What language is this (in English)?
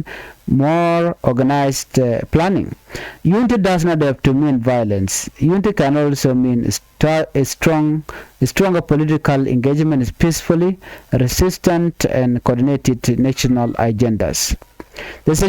Nuer